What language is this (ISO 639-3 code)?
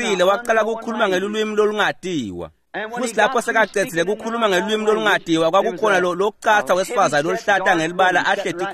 ssw